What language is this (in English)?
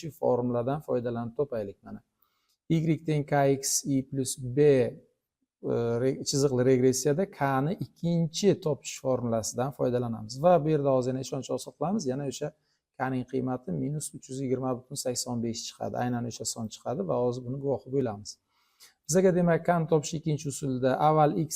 Uzbek